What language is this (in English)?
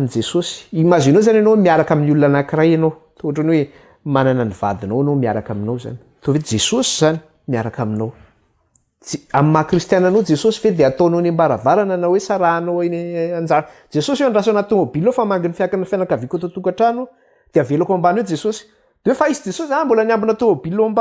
Malagasy